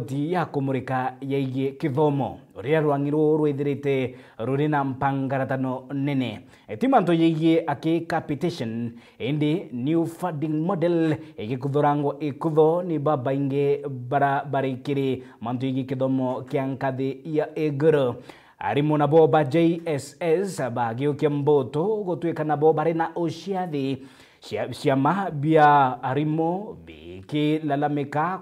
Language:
Meru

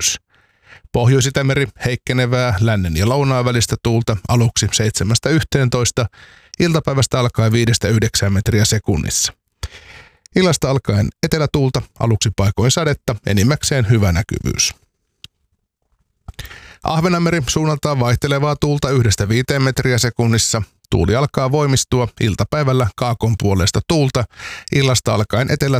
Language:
Finnish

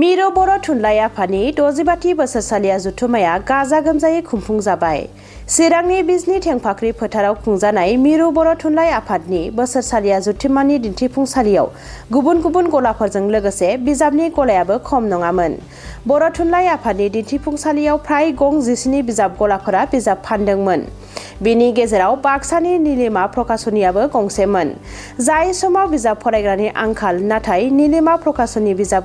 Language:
Bodo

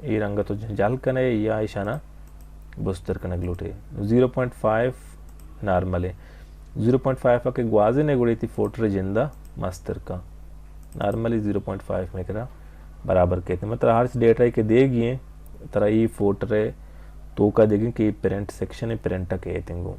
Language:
Baluchi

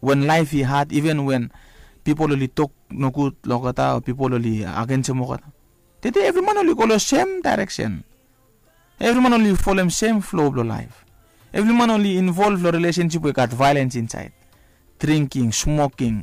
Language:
Bislama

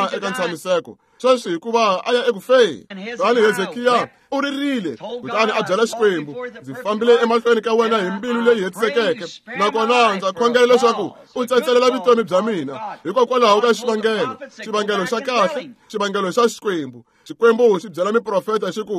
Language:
Tsonga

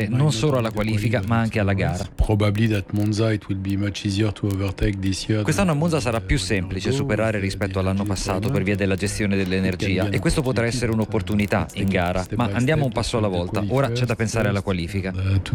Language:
Italian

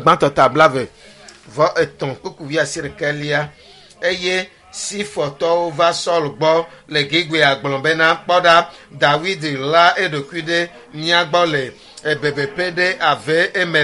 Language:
Ewe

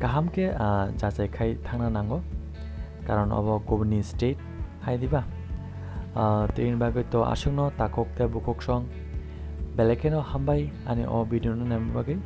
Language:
Kok Borok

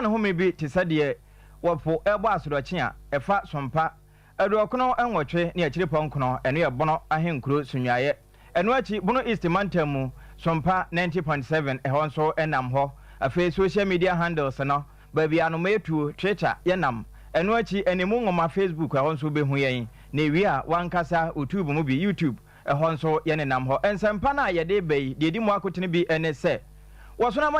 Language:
Akan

